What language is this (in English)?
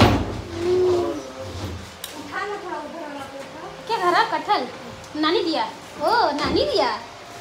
Hindi